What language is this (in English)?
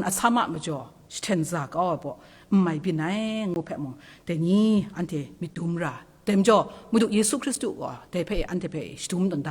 Kachin